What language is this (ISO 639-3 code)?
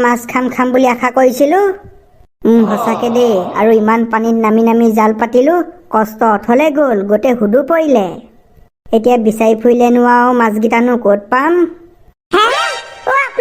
asm